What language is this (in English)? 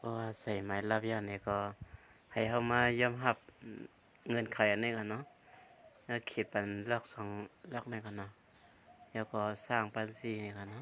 Shan